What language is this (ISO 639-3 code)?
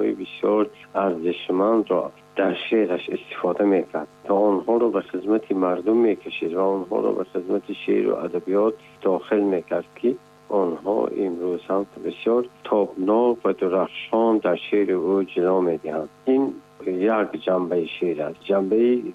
tgk